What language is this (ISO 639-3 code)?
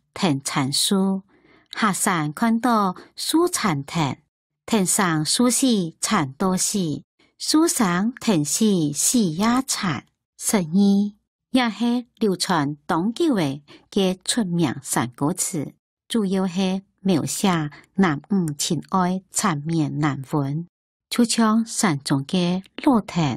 hak